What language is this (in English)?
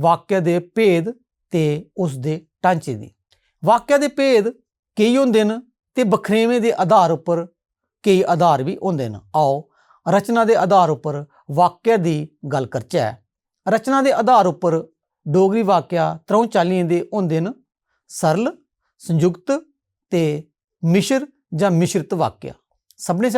Dogri